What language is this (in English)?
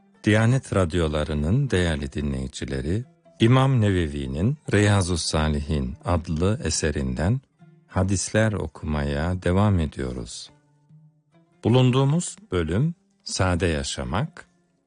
Turkish